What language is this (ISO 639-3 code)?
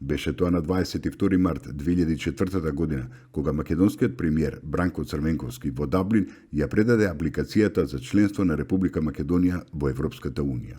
mkd